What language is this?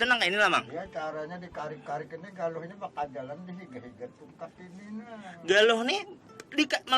Banjar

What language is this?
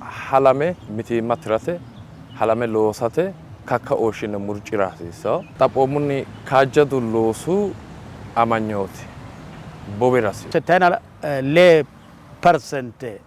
Sidamo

